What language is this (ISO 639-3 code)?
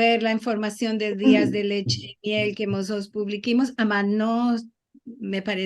lad